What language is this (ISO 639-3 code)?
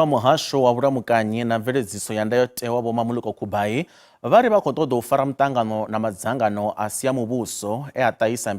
ven